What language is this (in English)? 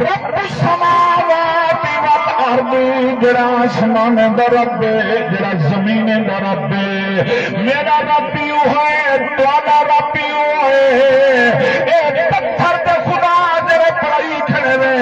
Saraiki